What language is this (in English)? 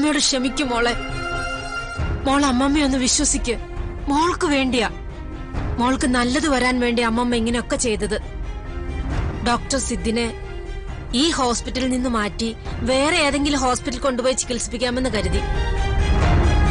Malayalam